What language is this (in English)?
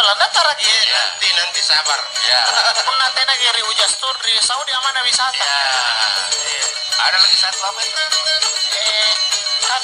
Makasar